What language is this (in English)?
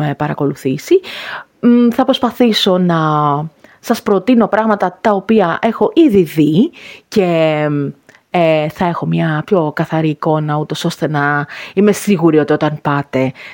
Greek